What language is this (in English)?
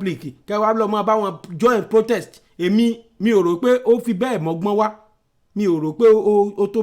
Yoruba